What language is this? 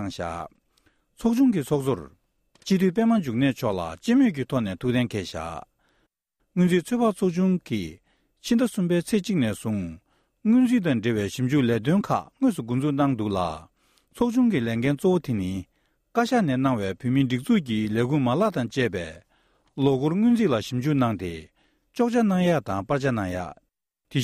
Tibetan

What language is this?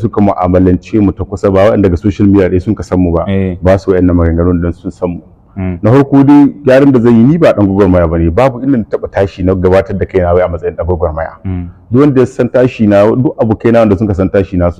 Hausa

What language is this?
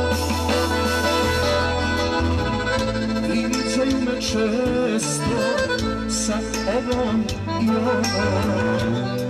Serbian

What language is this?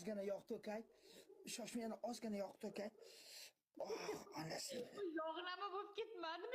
Uzbek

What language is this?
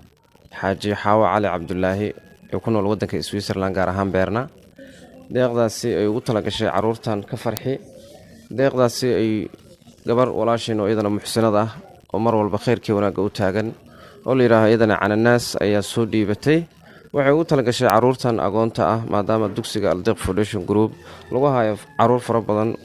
Somali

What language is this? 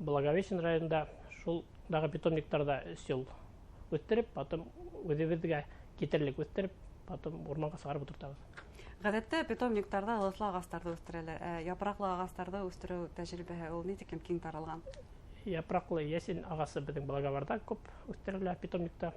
Bashkir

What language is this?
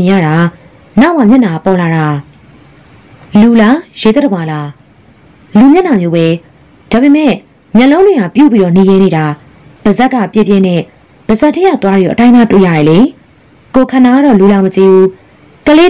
Burmese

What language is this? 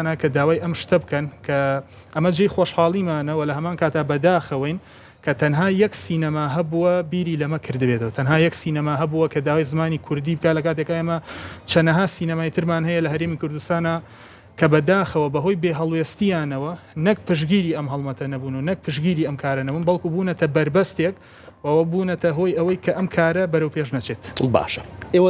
Central Kurdish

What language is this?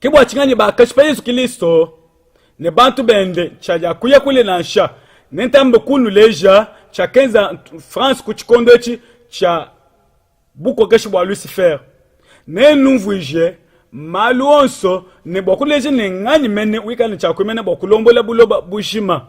Luba-Lulua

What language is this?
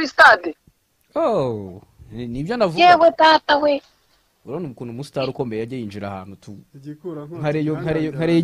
Kinyarwanda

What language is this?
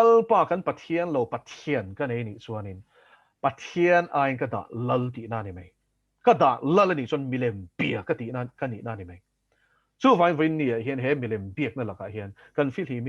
Mizo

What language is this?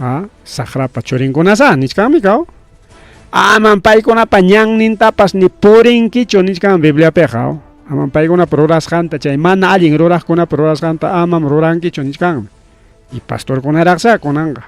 Ayacucho Quechua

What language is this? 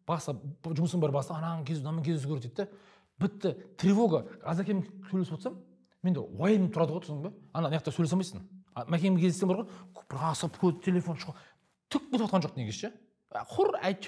Kazakh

